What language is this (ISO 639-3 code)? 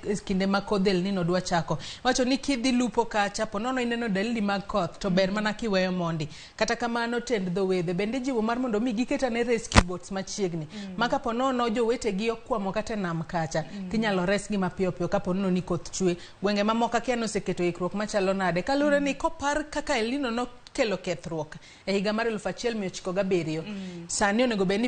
luo